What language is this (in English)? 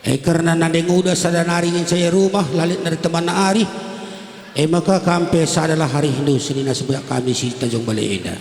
Batak Karo